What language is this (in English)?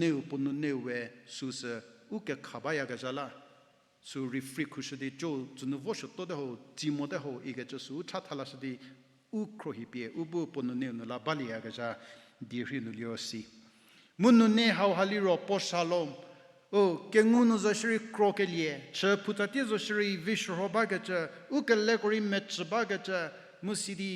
Angami Naga